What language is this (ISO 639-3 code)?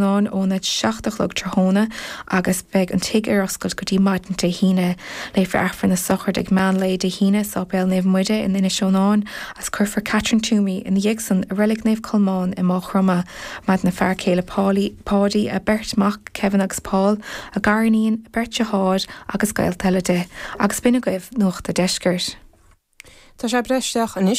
gle